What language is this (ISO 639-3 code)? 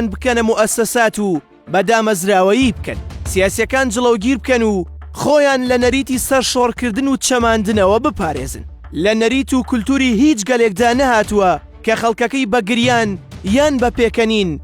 ckb